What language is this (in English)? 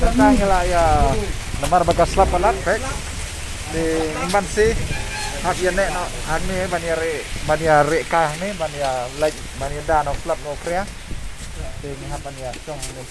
Khasi